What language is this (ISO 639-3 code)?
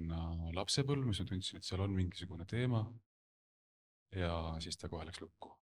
est